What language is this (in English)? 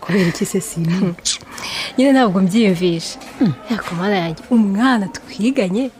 Kinyarwanda